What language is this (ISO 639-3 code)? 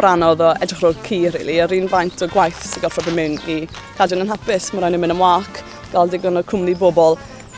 cym